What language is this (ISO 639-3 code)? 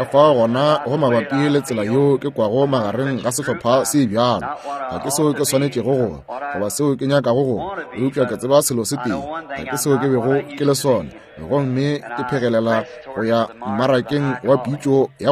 nso